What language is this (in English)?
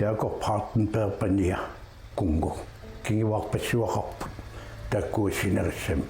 Kalaallisut